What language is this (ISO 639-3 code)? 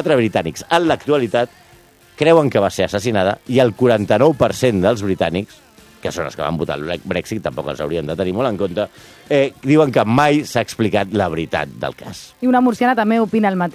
cat